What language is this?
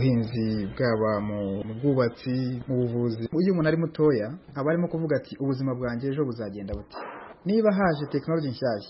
Kinyarwanda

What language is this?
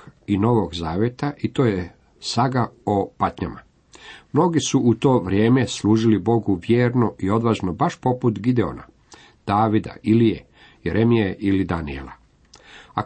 Croatian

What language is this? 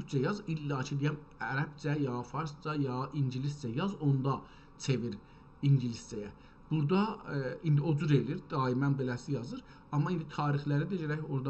South Azerbaijani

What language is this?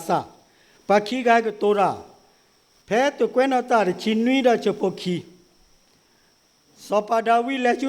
S'gaw Karen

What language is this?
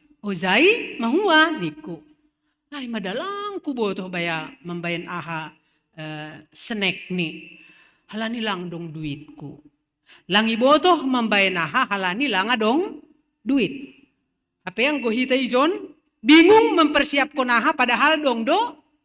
Batak Simalungun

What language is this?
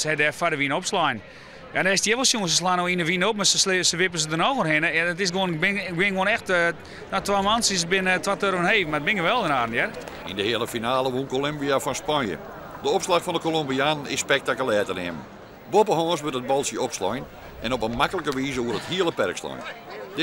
Western Frisian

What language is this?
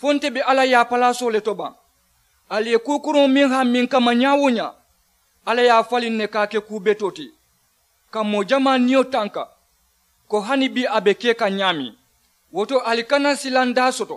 Mandingo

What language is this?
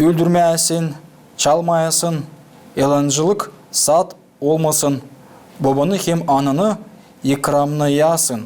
Gagauz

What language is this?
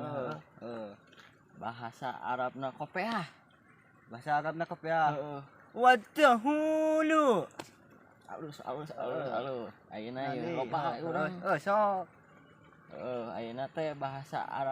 Sundanese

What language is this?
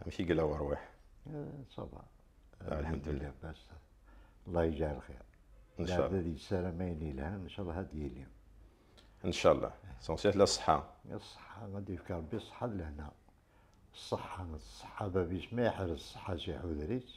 Kabyle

